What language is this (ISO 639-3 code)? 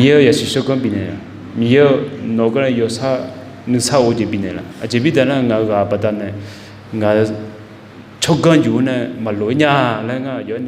ahk